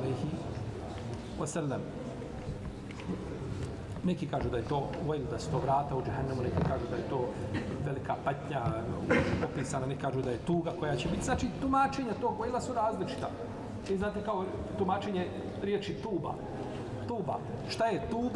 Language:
Bosnian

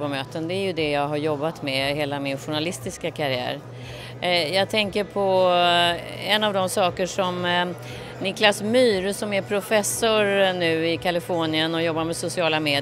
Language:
Swedish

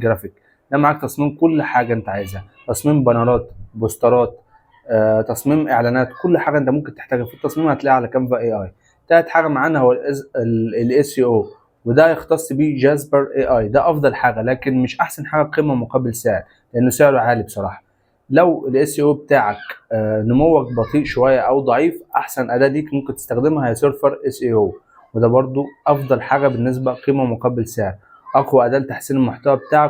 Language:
Egyptian Arabic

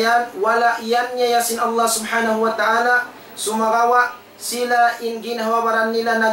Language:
Tausug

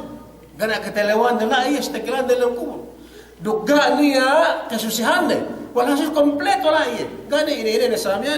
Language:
Yakan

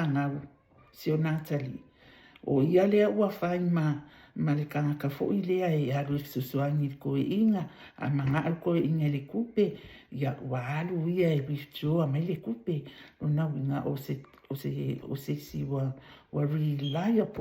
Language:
Samoan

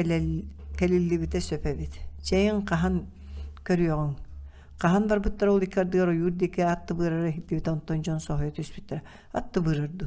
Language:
Yakut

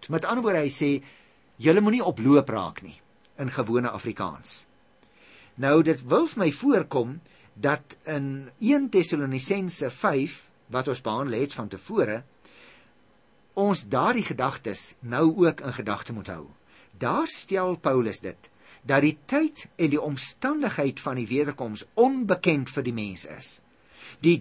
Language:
Afrikaans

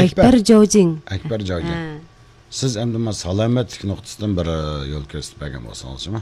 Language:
Uyghur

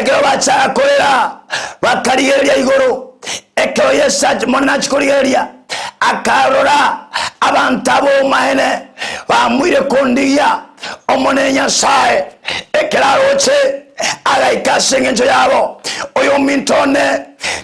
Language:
Gusii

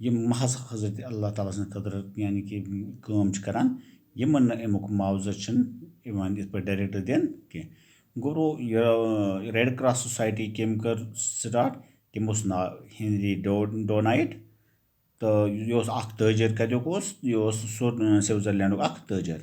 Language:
Kashmiri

